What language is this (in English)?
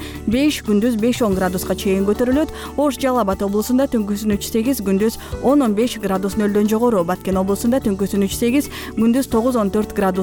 Kyrgyz